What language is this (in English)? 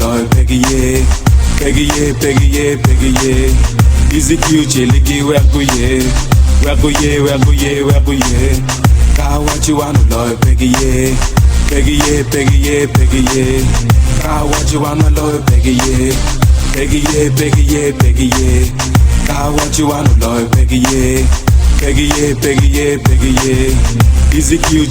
Acoli